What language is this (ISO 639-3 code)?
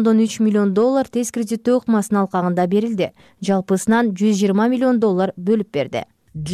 kir